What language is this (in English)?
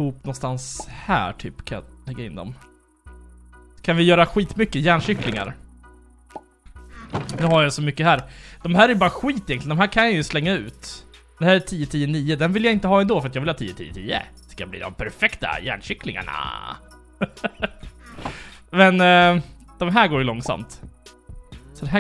Swedish